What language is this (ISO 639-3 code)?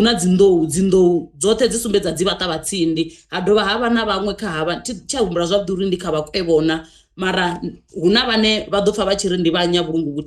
ven